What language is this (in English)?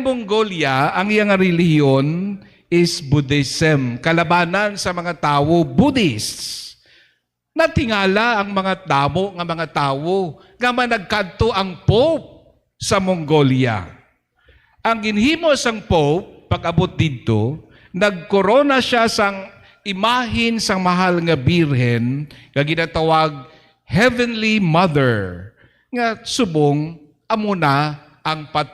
Hiligaynon